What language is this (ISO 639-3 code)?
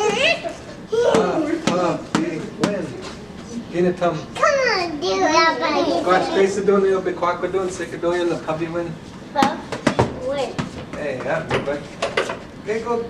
ciw